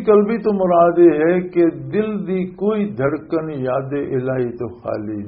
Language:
Western Panjabi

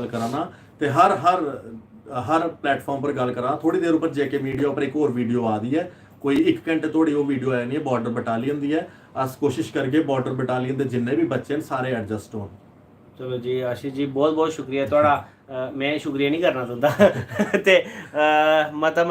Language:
Dogri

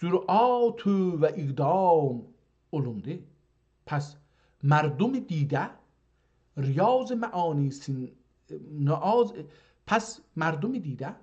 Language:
South Azerbaijani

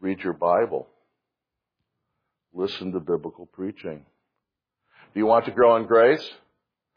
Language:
English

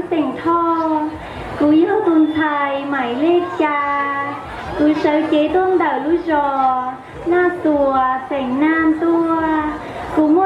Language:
Hmong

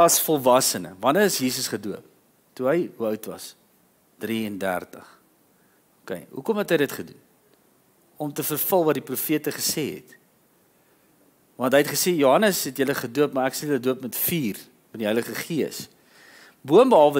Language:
Afrikaans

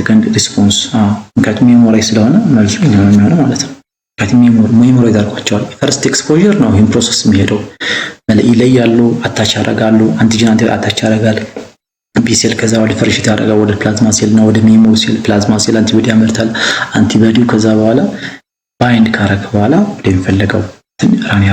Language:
Amharic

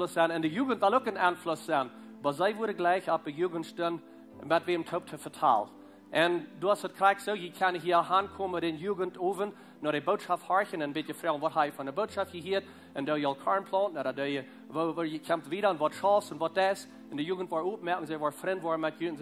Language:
Plautdietsch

